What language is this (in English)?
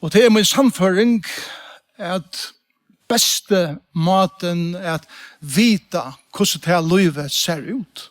Faroese